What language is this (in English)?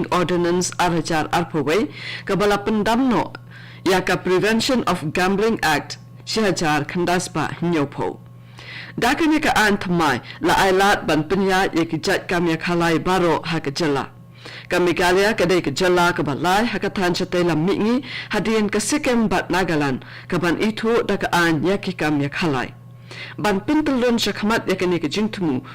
Khasi